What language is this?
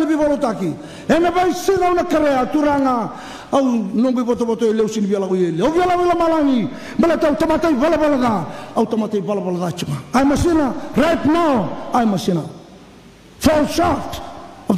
Fijian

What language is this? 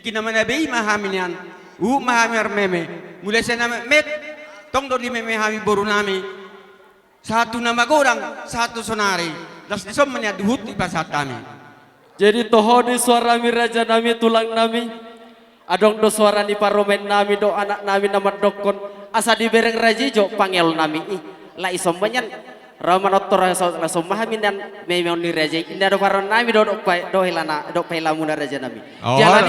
Batak Toba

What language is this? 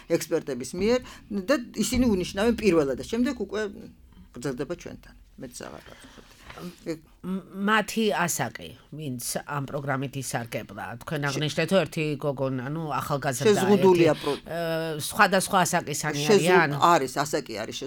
Georgian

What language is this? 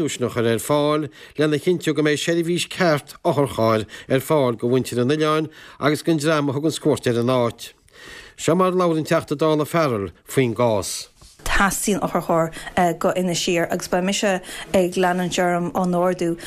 Irish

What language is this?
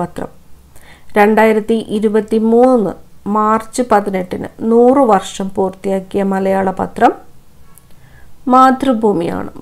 Malayalam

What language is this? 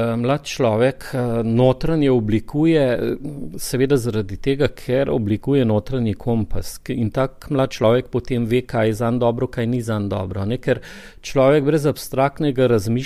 Slovenian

